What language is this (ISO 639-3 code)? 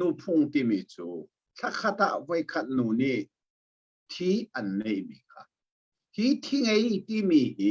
cnh